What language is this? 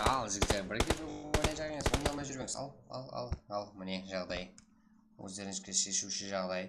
Kara-Kalpak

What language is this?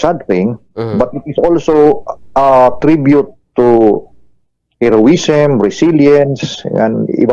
Waray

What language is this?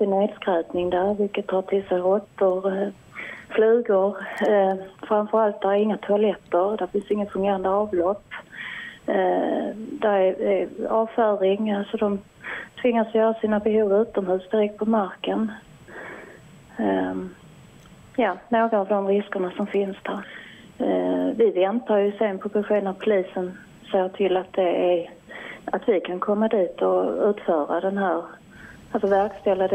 Swedish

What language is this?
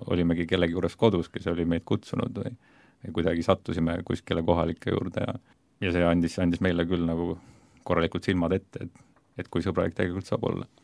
Estonian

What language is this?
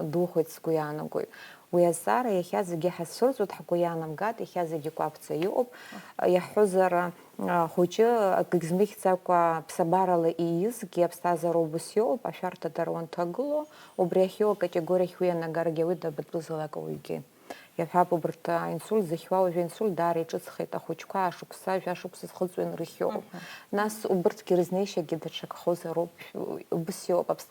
Abkhazian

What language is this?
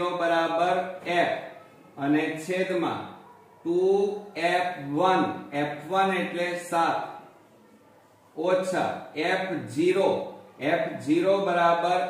Gujarati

